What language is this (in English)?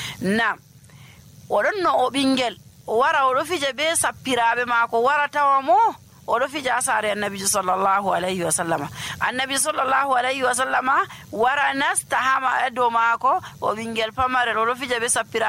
Nigerian Fulfulde